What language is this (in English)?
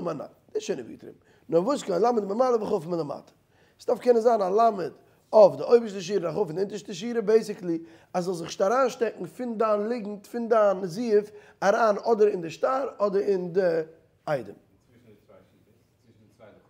Yiddish